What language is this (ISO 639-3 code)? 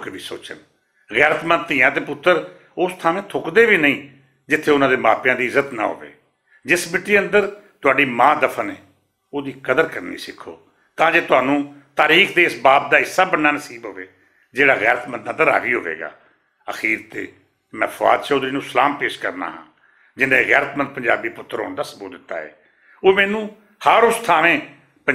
lah